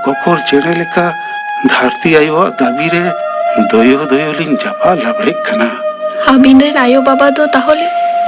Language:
Santali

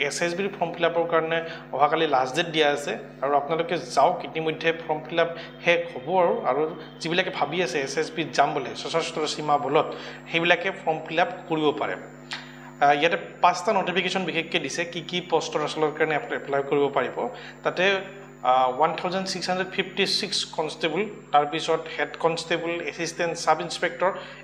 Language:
Assamese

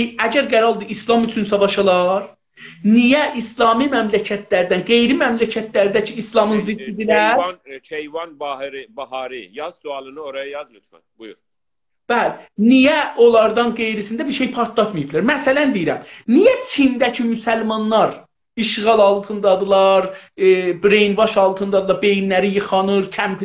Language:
South Azerbaijani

